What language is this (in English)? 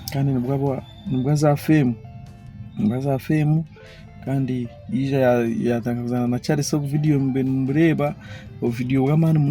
Nyankole